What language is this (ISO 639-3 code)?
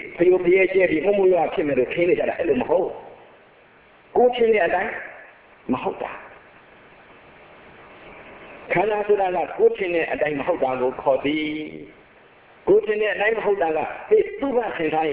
mya